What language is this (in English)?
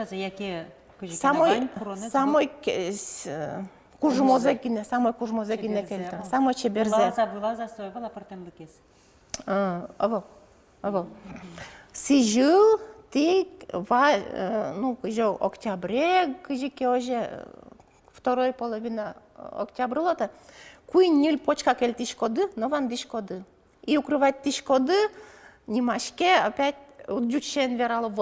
Udmurt